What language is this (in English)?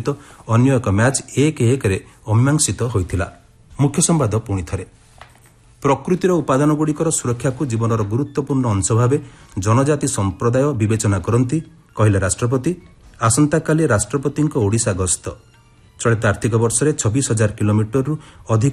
Odia